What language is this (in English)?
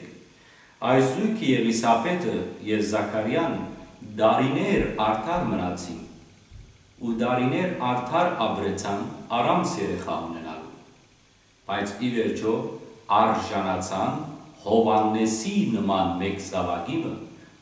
Western Armenian